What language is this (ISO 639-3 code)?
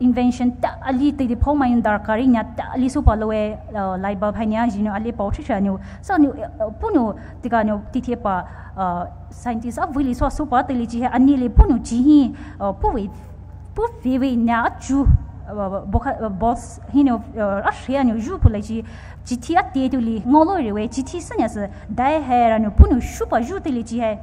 pmx